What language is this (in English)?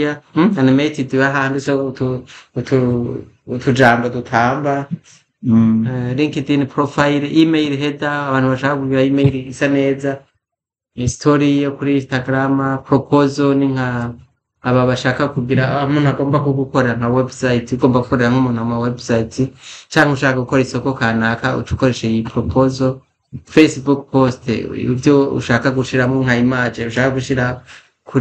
Rundi